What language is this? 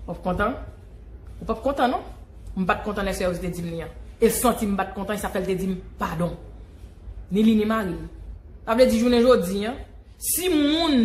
Haitian Creole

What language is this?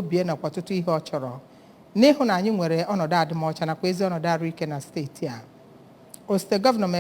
Igbo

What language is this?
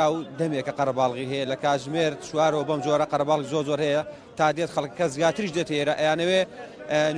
Central Kurdish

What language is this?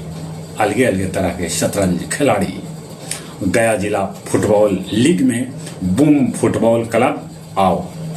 Magahi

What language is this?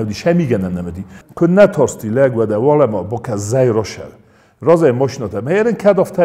Ossetic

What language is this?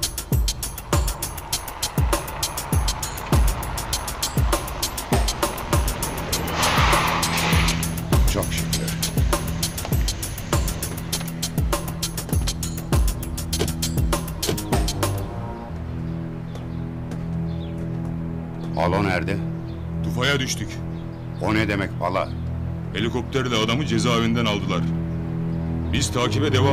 Turkish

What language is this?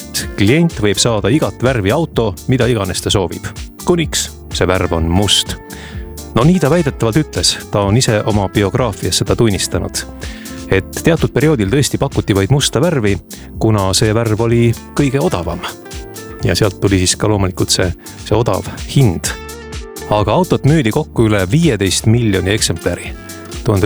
Estonian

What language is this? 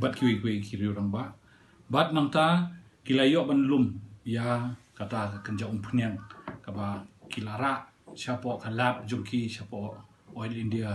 Khasi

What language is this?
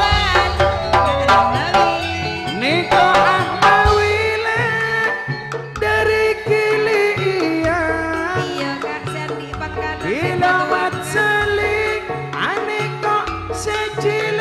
Madurese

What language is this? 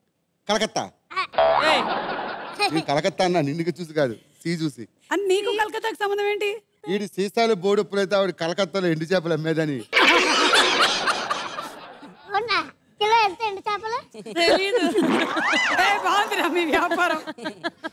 Telugu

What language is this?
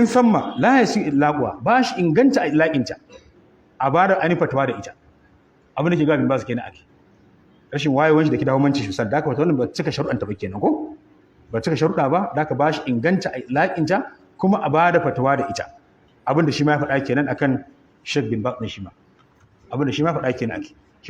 Hausa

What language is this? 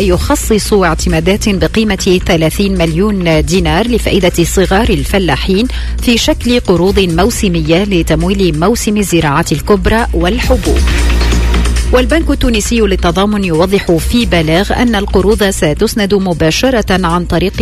Tunisian Arabic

